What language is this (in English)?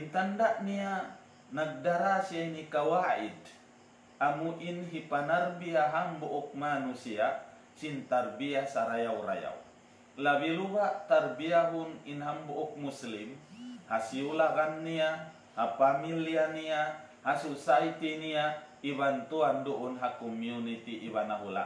Tausug